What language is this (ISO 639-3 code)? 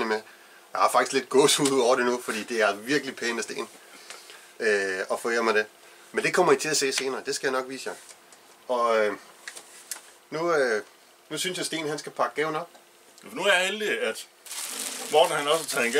dan